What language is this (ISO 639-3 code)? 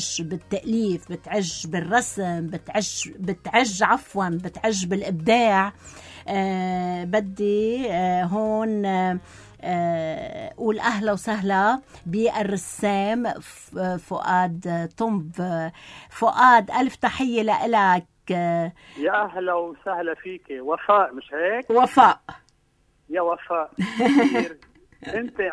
apc